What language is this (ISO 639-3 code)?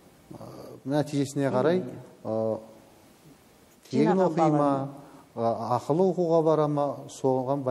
kaz